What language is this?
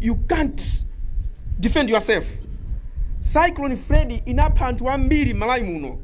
Nyanja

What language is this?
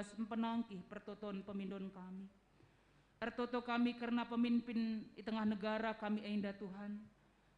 Batak Karo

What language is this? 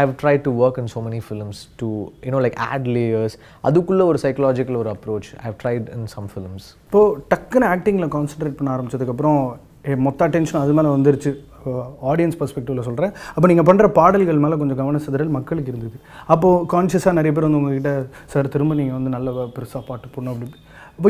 Tamil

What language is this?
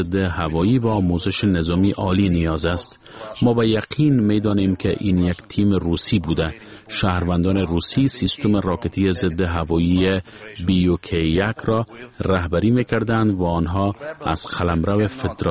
Persian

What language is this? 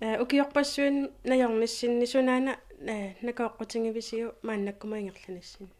Kalaallisut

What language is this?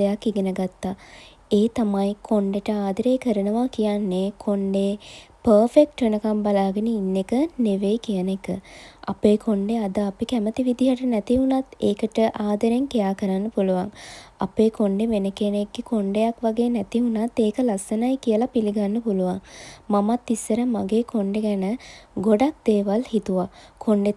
Sinhala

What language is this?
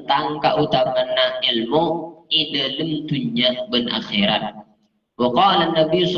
Madurese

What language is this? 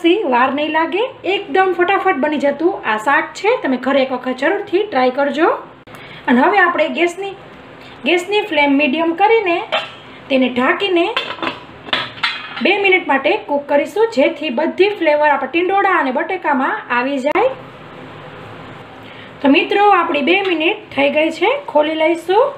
Gujarati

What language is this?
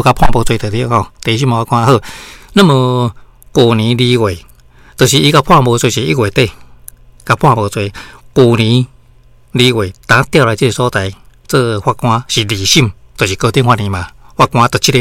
Min Nan Chinese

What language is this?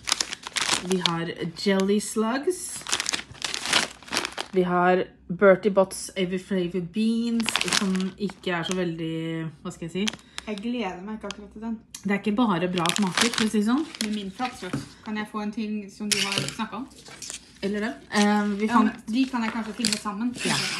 Norwegian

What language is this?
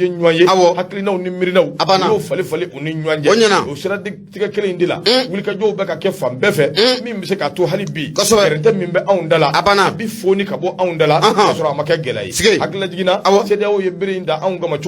Bambara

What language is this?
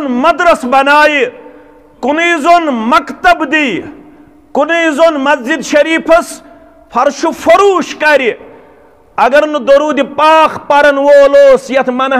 Kashmiri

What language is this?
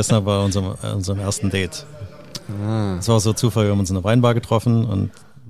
German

